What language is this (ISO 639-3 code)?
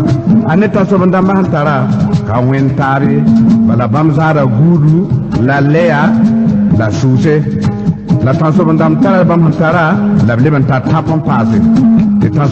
mos